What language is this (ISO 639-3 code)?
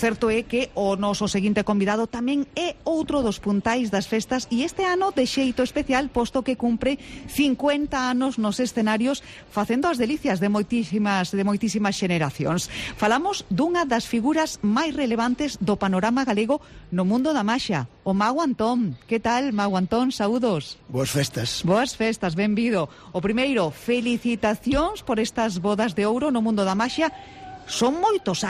glg